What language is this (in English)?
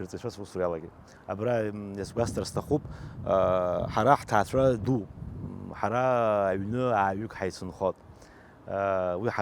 Abkhazian